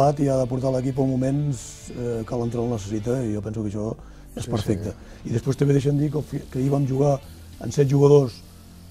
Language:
Catalan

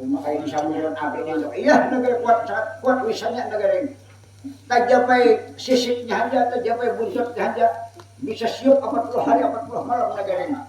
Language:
Banjar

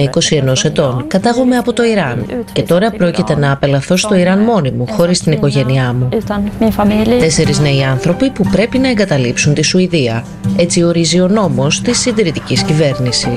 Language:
Greek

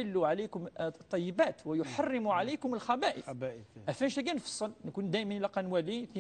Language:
Kabyle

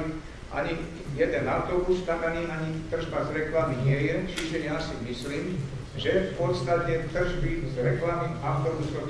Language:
Slovak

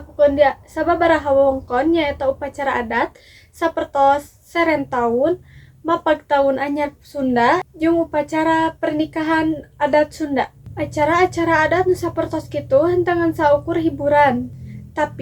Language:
Sundanese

